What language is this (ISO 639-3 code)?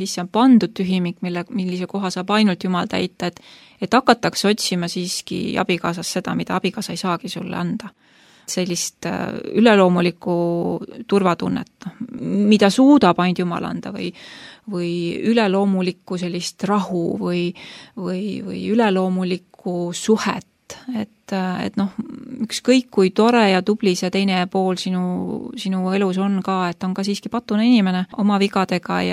est